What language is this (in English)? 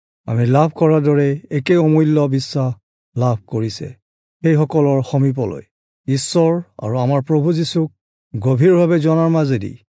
Assamese